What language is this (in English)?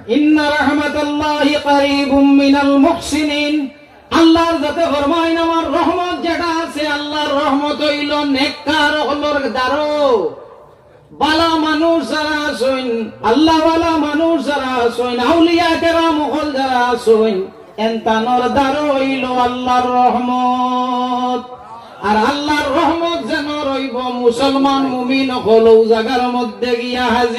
Sylheti